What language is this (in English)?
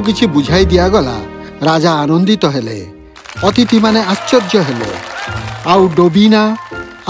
Odia